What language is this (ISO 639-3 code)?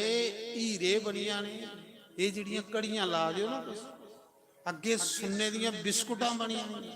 doi